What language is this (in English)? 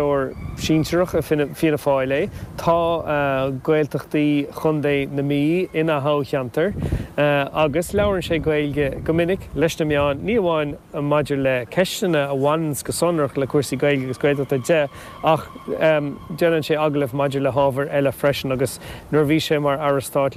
Irish